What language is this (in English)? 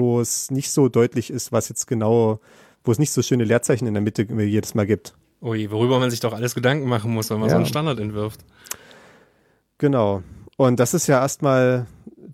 German